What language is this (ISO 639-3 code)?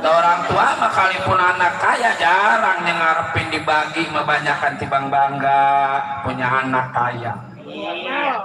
bew